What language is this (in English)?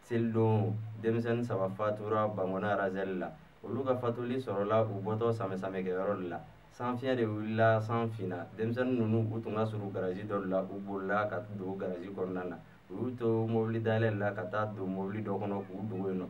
Bambara